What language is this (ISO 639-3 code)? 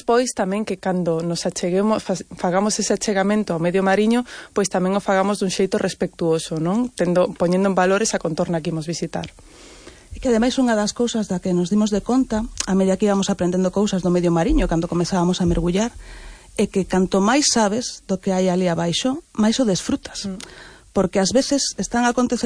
glg